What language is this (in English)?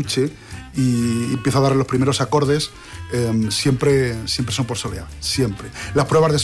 Spanish